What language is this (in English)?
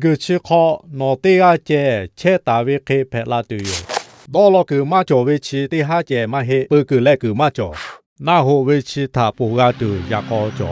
Lahu